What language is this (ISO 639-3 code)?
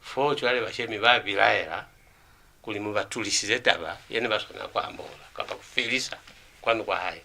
loz